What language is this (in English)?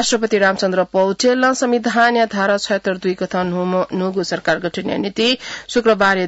Newari